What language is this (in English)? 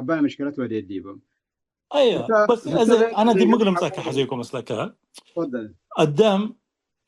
Tigre